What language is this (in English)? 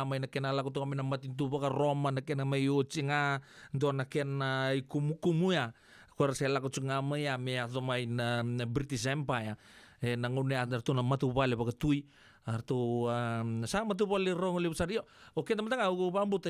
Fijian